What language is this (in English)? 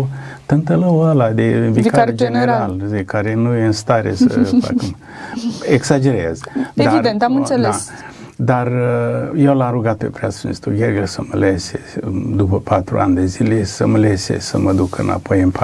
Romanian